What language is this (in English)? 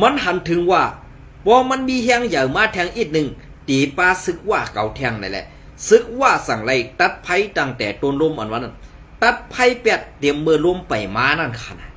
Shan